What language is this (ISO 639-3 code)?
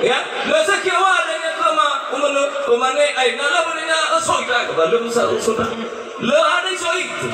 nia